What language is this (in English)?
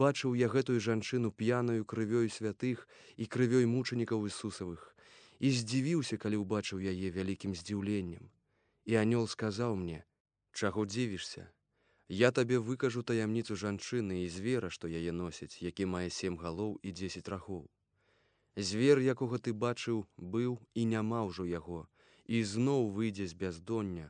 Belarusian